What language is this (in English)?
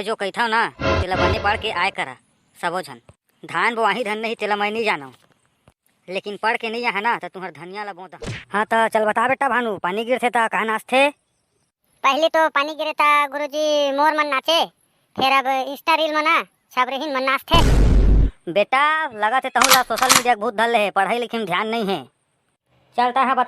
Chhattisgarhi